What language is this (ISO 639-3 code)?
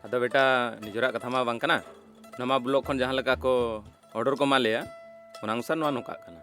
sat